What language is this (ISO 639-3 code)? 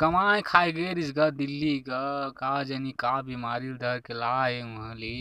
hne